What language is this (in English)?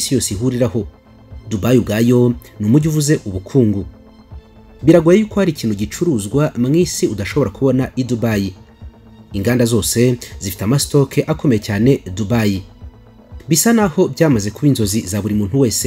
Kinyarwanda